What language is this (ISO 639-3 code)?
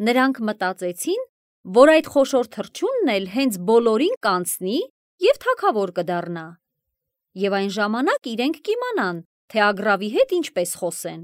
hye